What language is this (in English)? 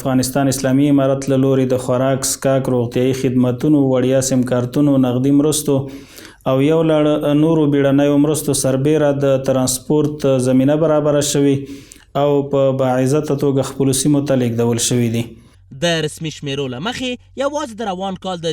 Pashto